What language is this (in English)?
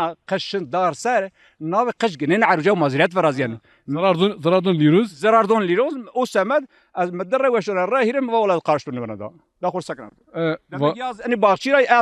Zaza